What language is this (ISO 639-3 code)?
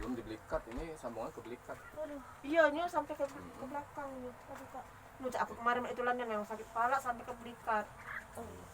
mui